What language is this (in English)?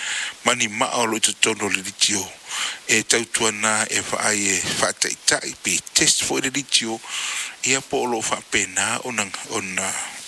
Samoan